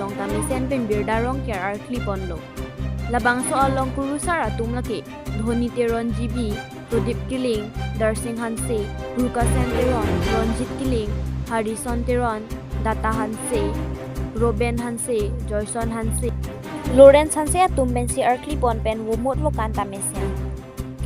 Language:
Karbi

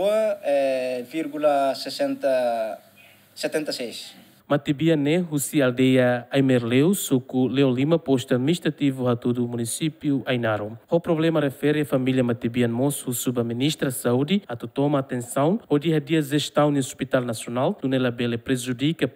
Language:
Tetum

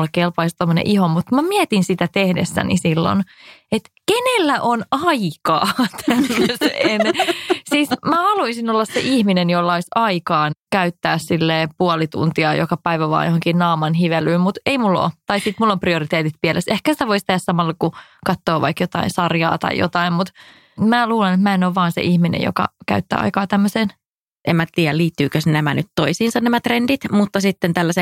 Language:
Finnish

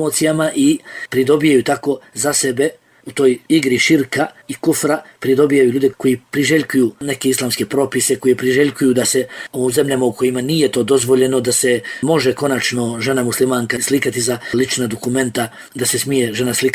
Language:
Bosnian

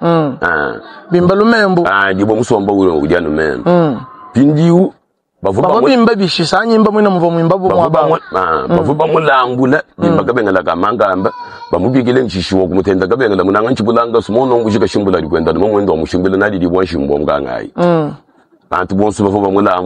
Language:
Luba-Lulua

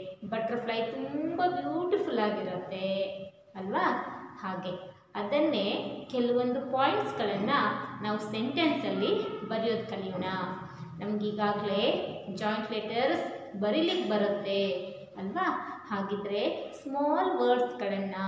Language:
Kannada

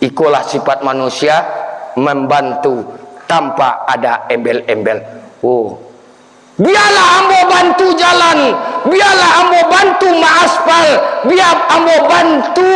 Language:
Minangkabau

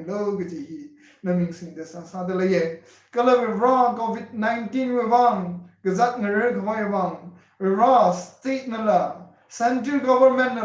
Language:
Tangkhul Naga (India)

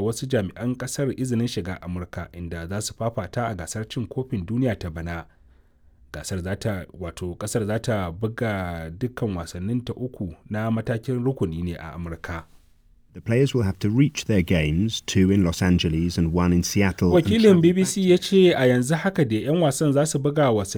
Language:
Hausa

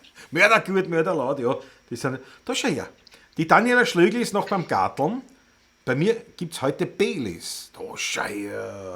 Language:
Bavarian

